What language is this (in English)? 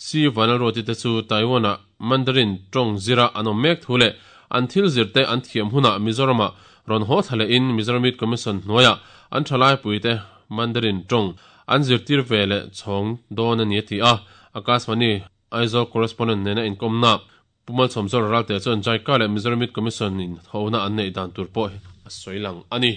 Mizo